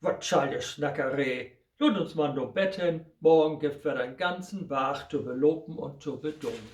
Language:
Low German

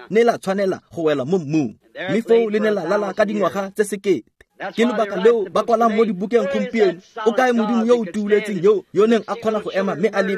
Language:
Tswana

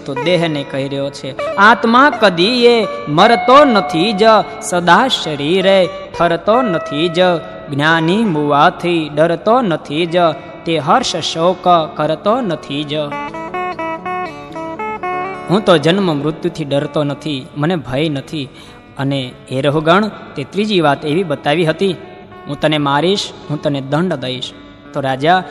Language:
Gujarati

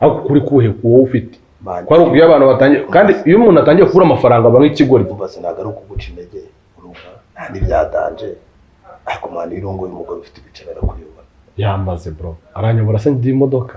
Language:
Kinyarwanda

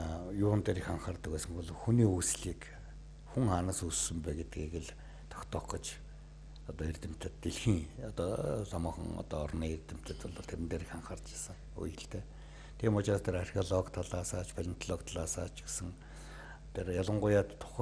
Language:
Mongolian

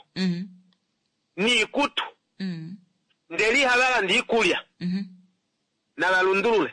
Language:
Kuanyama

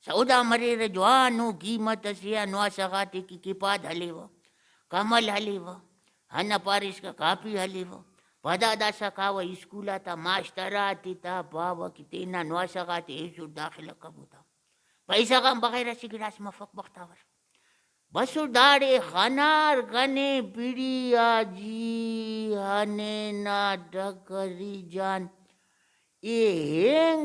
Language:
Brahui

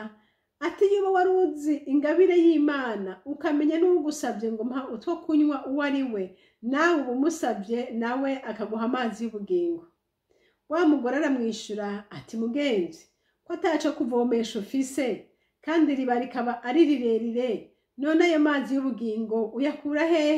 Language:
Rundi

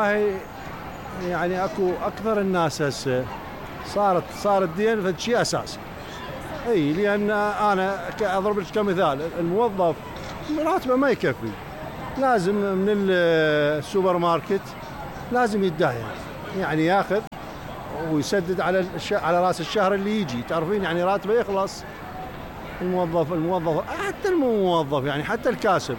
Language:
Mesopotamian Arabic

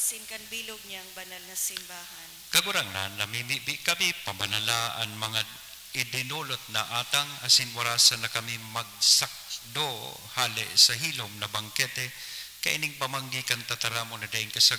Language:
Bikol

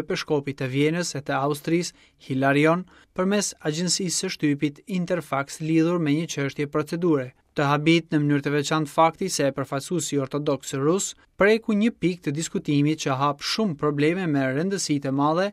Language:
Albanian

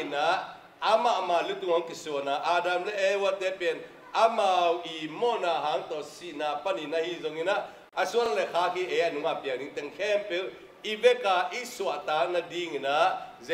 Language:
Tedim Chin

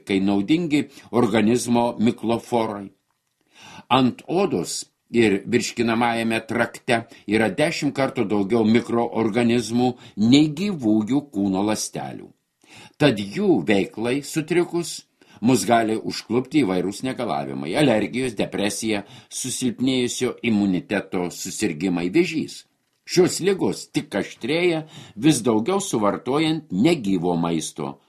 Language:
Lithuanian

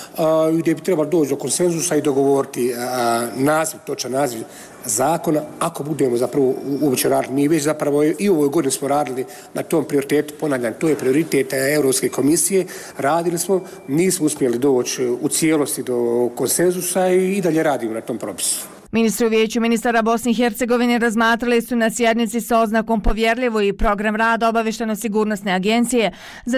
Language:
Bosnian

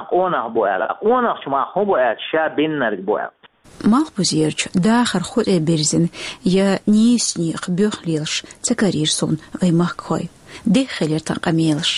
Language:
Chechen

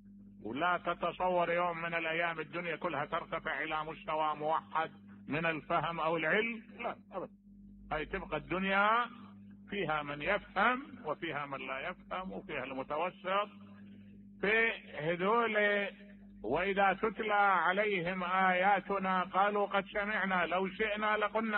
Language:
Mesopotamian Arabic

